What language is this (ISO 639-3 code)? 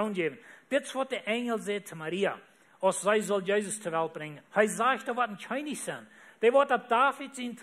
pdt